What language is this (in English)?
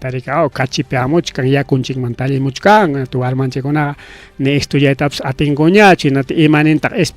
Ayacucho Quechua